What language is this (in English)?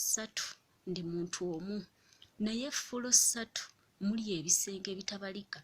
Ganda